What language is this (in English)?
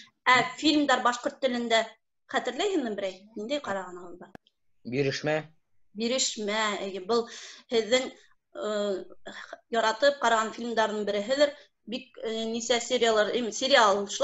Bashkir